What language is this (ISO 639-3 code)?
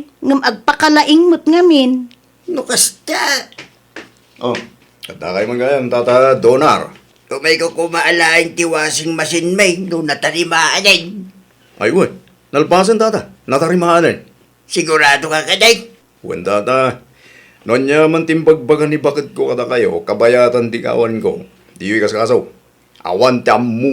ilo